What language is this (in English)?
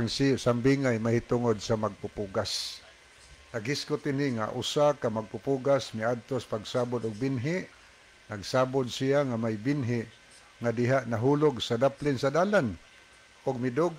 Cebuano